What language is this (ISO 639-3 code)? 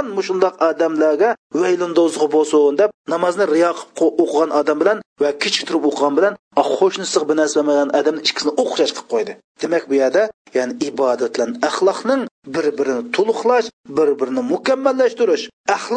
uig